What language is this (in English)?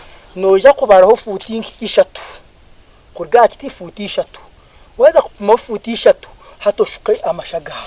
Nyankole